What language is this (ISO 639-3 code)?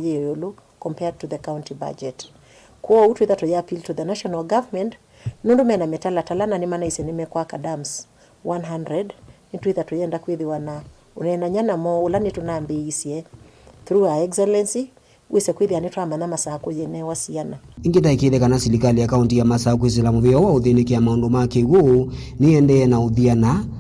kam